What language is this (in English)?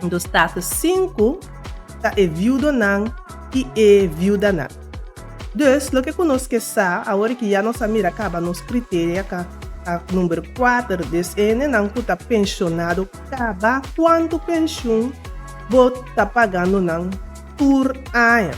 Papiamento